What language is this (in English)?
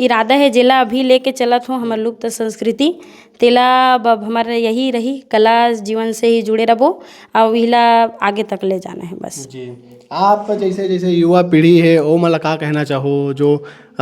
Chhattisgarhi